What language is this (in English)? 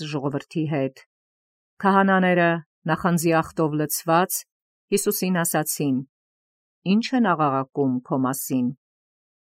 Armenian